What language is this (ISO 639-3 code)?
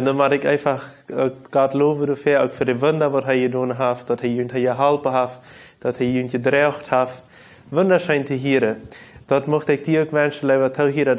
pdt